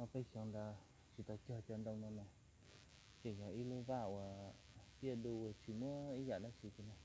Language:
Hmong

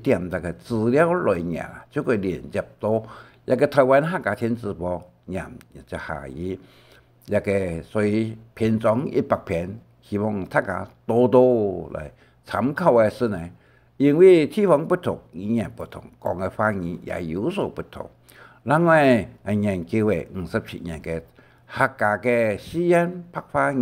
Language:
Hakka Chinese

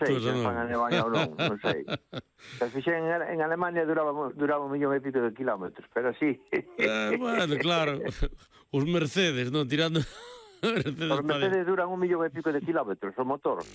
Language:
Galician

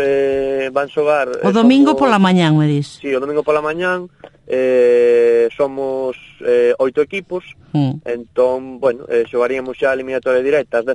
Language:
Galician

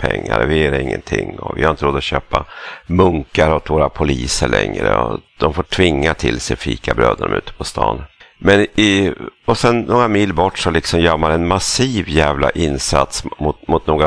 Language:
Swedish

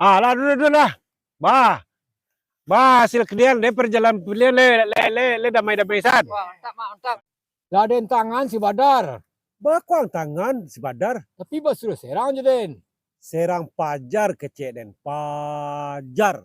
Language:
Minangkabau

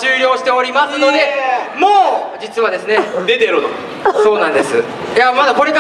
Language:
Japanese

